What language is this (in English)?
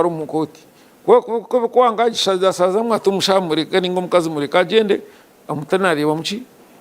Nyankole